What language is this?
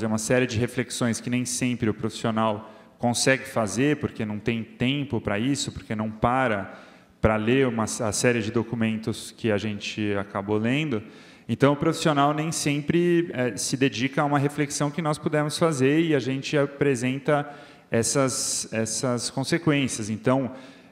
Portuguese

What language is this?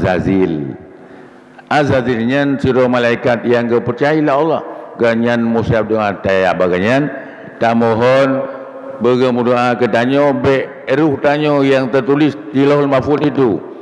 Achinese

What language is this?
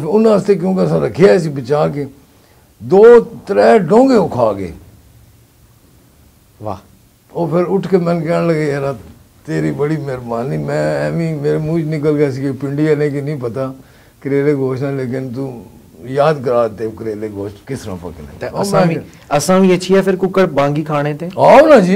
Pahari-Potwari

